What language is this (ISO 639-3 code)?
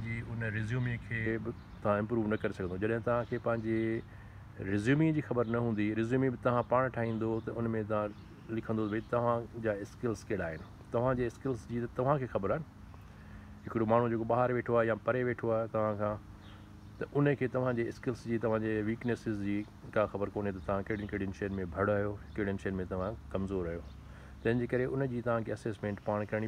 snd